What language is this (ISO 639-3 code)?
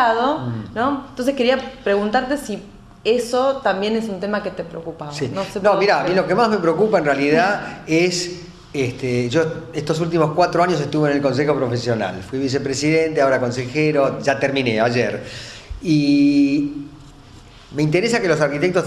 spa